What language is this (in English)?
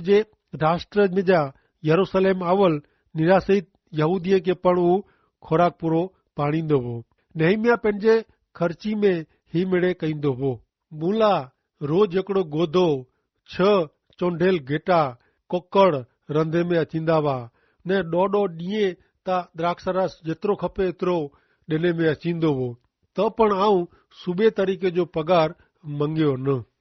Kachhi